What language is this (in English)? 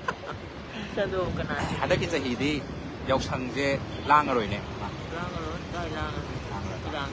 Manipuri